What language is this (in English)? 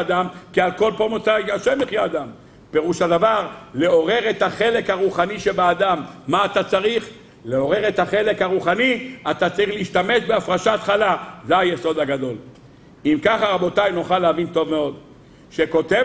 Hebrew